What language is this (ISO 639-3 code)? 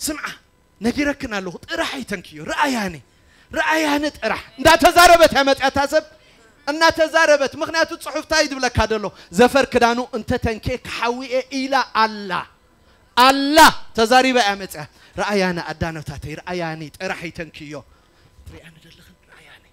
tir